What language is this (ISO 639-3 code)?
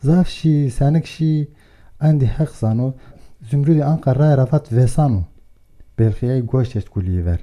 zza